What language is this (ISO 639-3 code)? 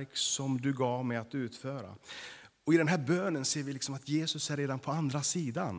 swe